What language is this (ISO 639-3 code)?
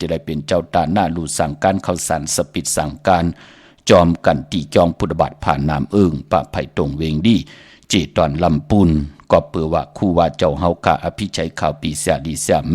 shn